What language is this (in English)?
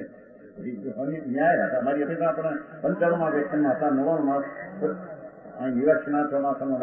Gujarati